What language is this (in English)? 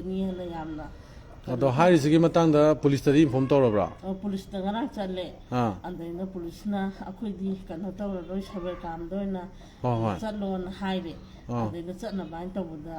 Manipuri